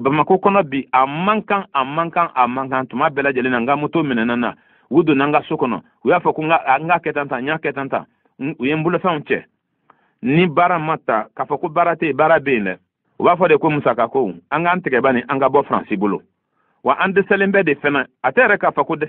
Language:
Bambara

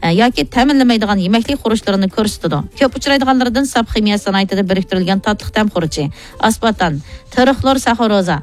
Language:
Uyghur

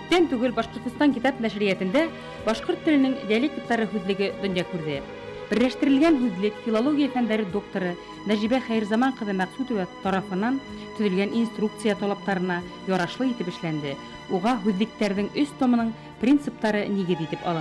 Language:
Bashkir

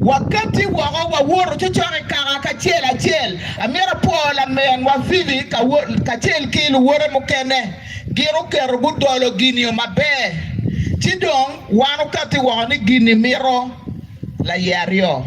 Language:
Acoli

